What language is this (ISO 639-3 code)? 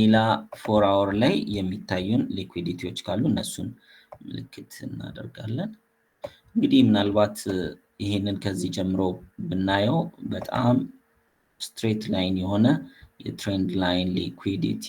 amh